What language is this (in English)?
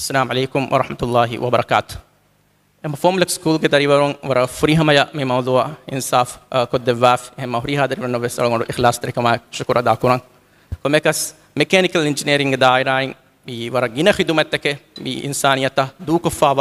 Divehi